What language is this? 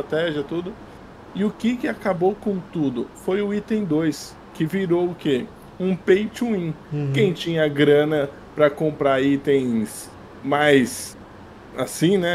Portuguese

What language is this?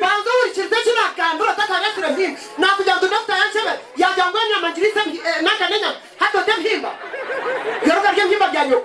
Nyankole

